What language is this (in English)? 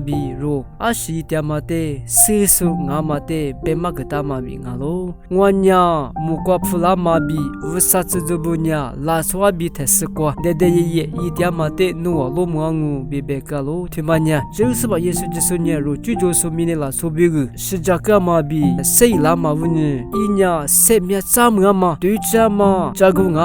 Lisu